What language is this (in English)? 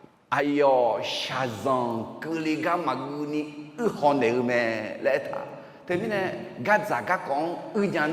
Akha